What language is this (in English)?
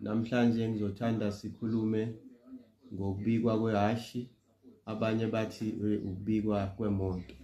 Zulu